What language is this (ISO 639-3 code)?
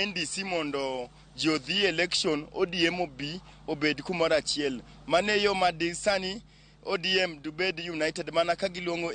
luo